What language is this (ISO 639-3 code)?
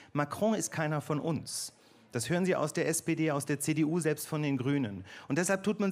deu